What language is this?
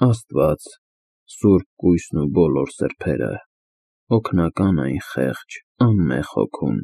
Armenian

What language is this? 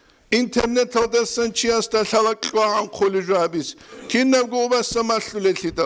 Avaric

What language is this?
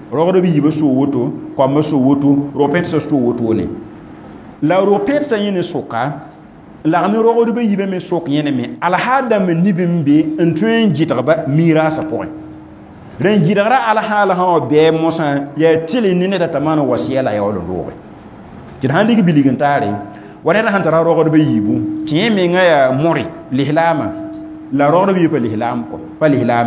Mossi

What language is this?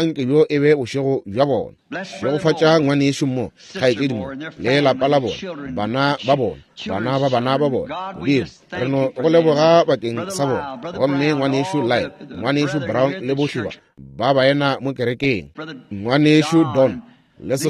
Northern Sotho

